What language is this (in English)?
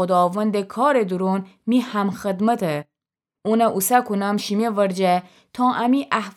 Gilaki